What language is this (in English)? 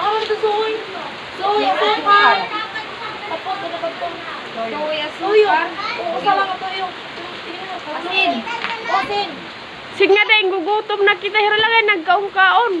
Waray